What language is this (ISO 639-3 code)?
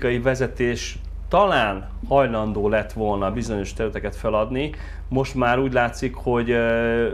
hun